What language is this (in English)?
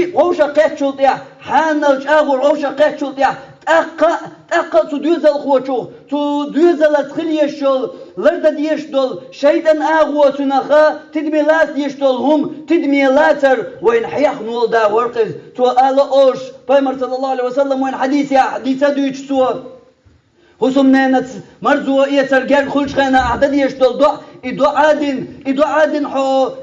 Chechen